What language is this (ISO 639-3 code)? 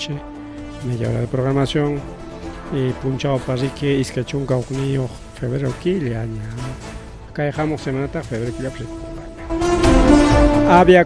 quy